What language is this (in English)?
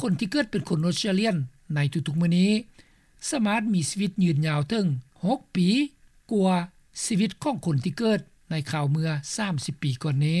Lao